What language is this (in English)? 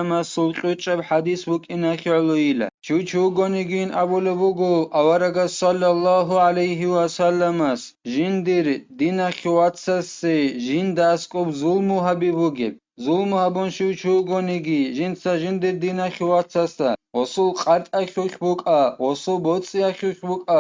Avaric